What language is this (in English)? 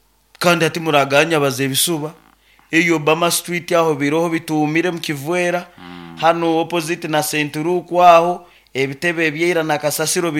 Nyoro